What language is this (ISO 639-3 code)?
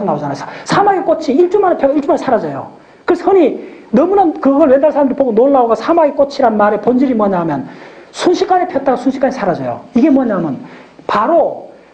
kor